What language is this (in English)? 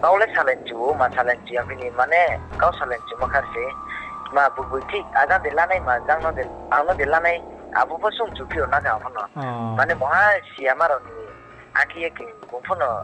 Riang (India)